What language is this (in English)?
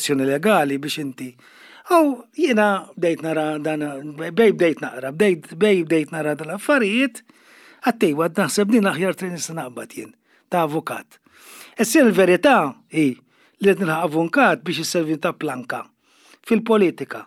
Maltese